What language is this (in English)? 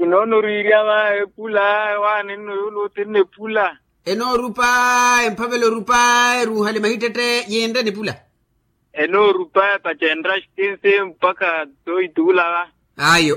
Makhuwa